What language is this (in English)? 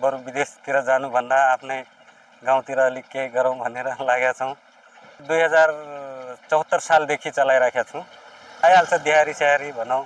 Nepali